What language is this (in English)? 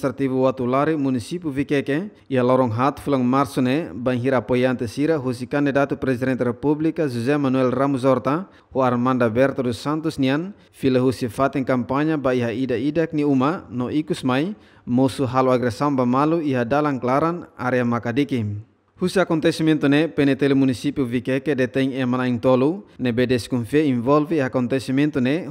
Tetum